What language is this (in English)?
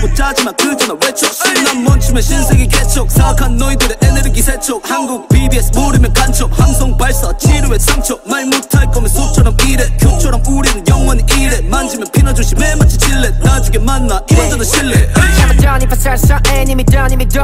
Korean